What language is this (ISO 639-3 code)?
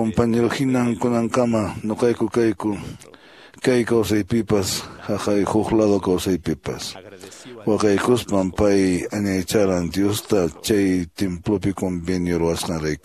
que